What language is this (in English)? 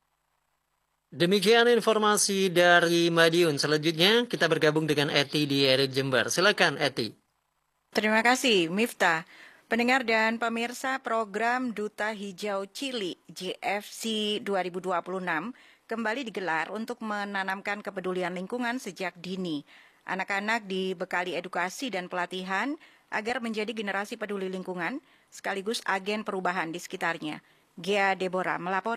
Indonesian